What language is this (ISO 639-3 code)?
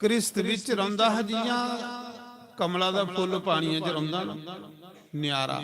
doi